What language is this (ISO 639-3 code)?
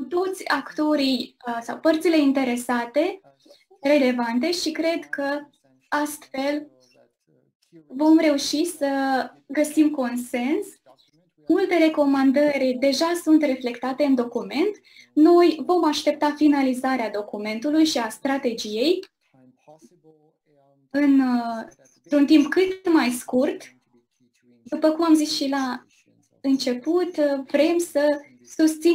ron